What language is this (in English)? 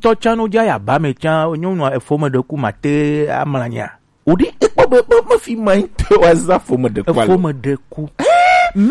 Gen